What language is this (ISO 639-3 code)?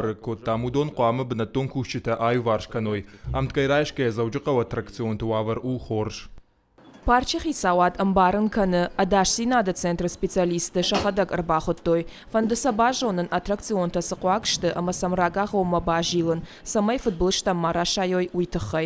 oss